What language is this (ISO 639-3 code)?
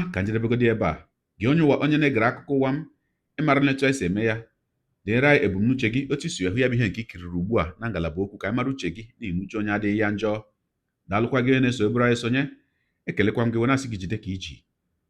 ibo